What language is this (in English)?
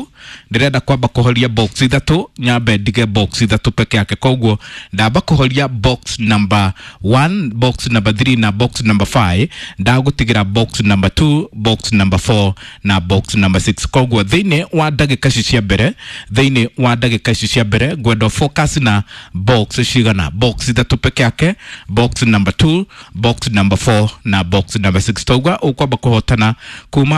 Kikuyu